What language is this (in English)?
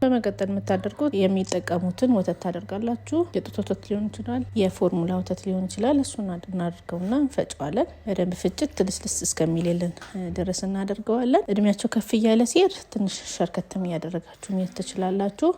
Amharic